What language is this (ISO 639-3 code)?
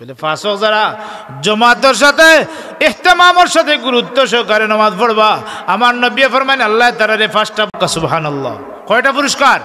syl